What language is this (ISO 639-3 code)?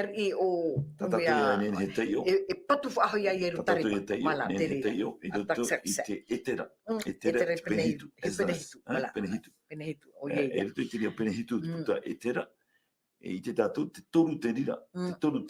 tah